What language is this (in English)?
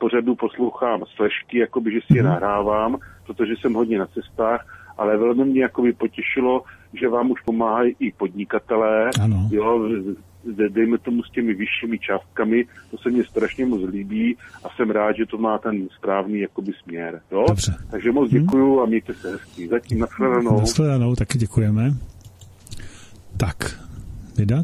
Czech